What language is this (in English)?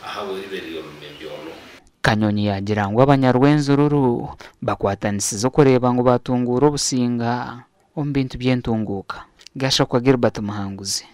Nyankole